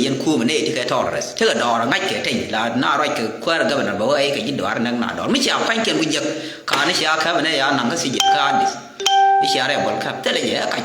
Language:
Nuer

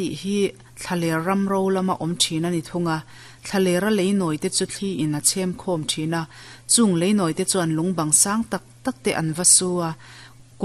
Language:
Mizo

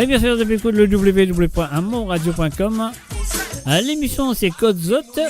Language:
Morisyen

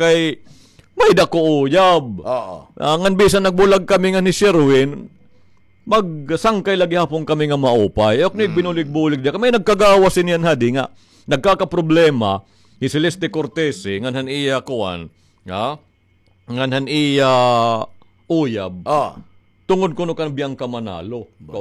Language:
Waray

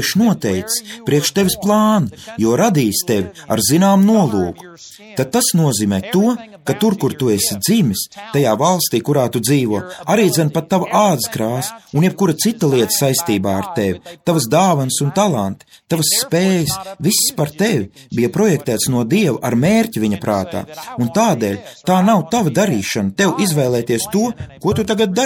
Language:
Latvian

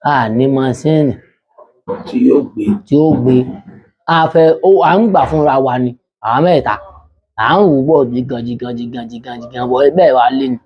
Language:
Yoruba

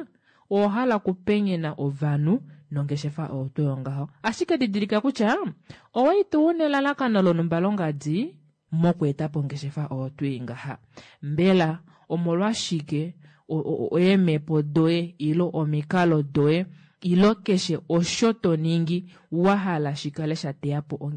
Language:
Kuanyama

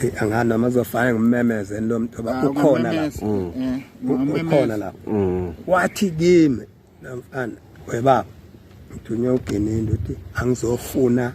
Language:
Zulu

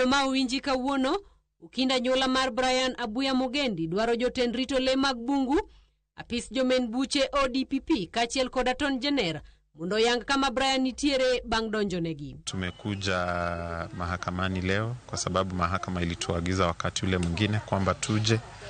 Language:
Luo (Kenya and Tanzania)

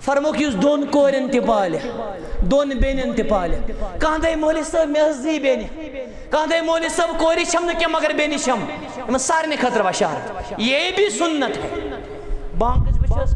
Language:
Kashmiri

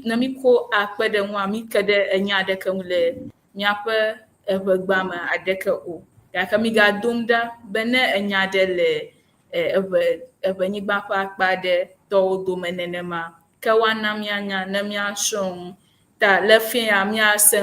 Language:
Ewe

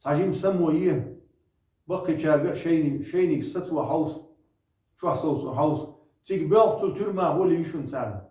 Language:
Chechen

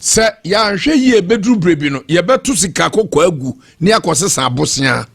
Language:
Akan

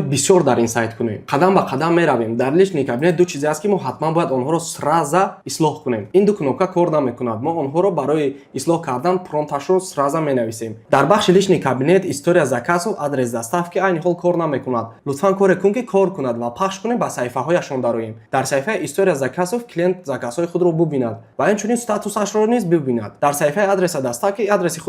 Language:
Tajik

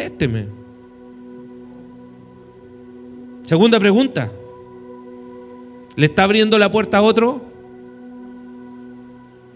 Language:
Spanish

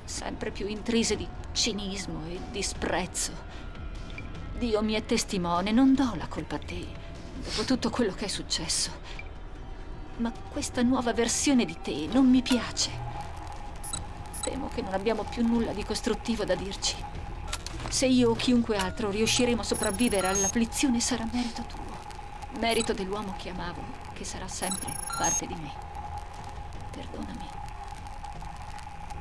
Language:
Italian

